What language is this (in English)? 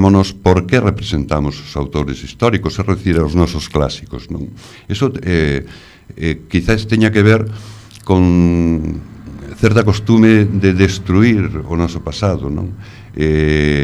Galician